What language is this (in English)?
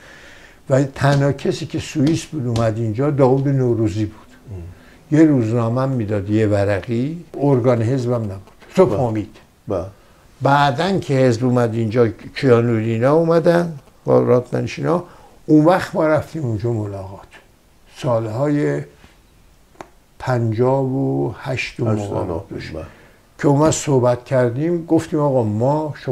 Persian